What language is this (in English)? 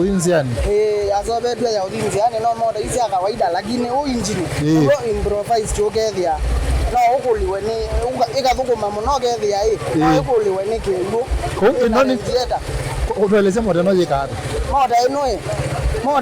Kamba